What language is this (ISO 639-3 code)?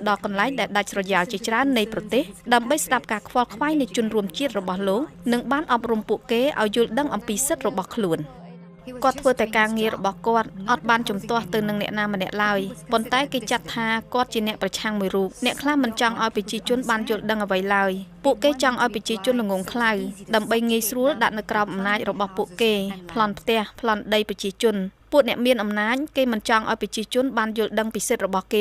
khm